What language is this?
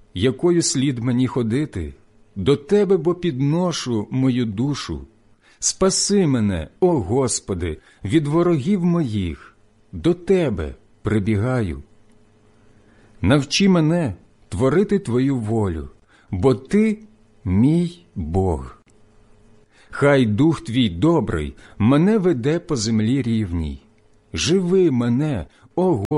Ukrainian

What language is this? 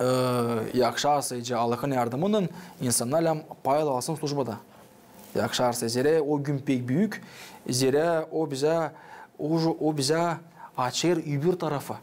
Gagauz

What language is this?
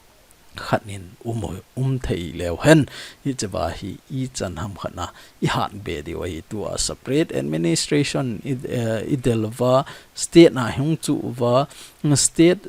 Thado Chin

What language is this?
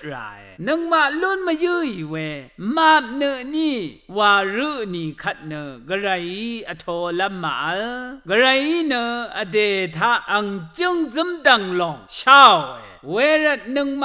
Rawang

